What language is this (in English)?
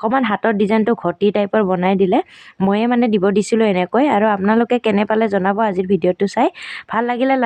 Assamese